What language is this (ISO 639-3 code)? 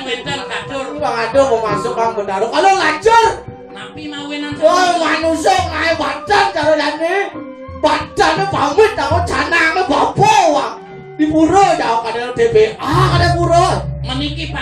ban